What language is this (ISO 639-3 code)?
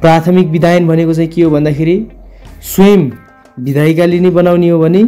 nep